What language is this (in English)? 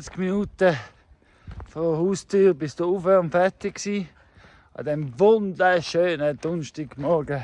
Swiss German